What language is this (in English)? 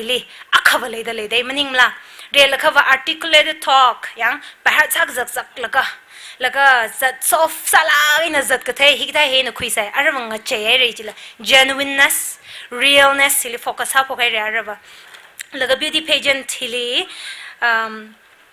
Tangkhul Naga (India)